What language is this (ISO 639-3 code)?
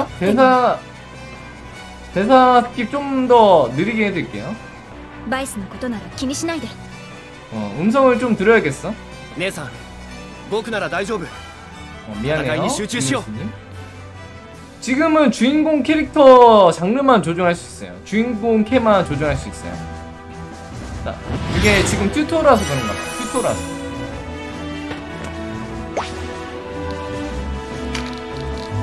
kor